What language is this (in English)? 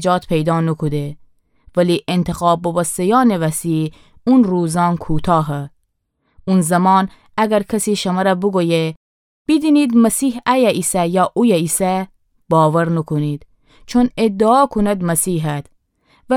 Gilaki